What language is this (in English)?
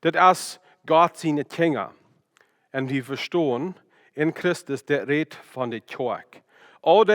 Plautdietsch